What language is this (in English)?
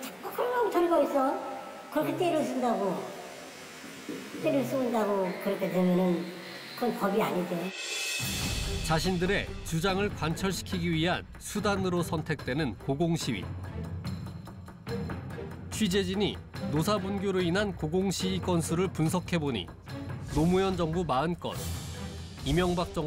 Korean